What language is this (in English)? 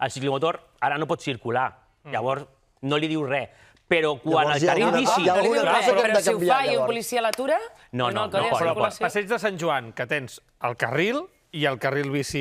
Catalan